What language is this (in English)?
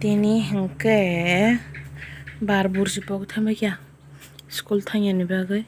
Kok Borok